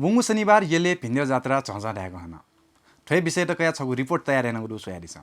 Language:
Newari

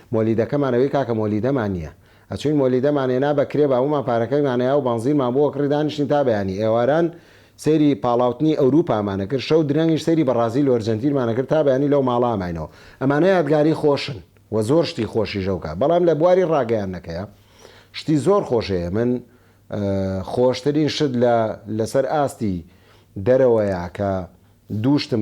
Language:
Central Kurdish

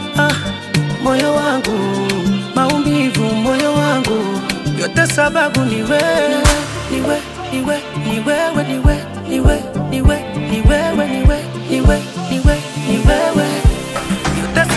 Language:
Swahili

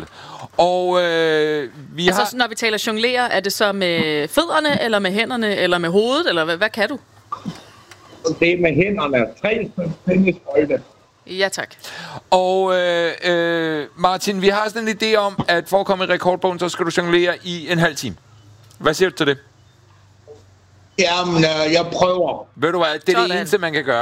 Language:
Danish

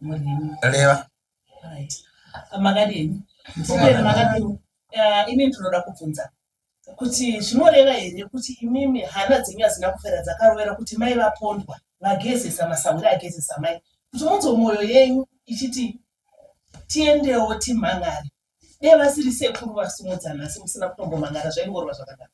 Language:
Shona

